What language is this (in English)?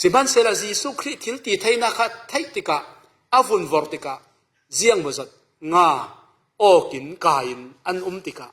Falam Chin